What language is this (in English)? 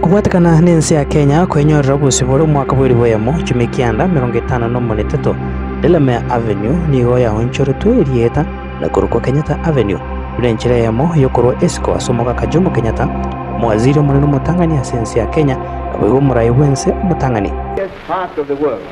Gusii